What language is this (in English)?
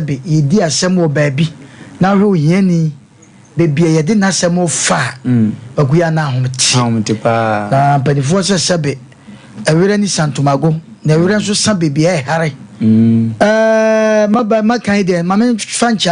Akan